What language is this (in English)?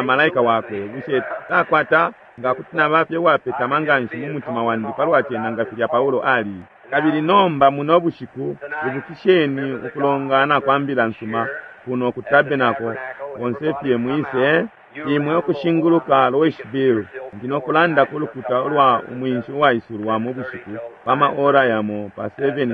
Bemba